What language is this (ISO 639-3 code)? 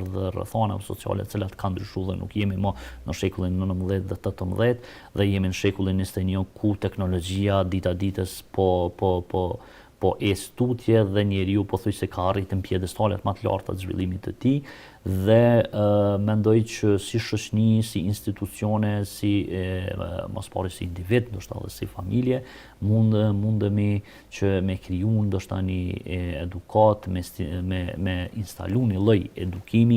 sqi